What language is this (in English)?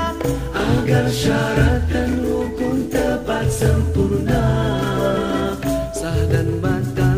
Malay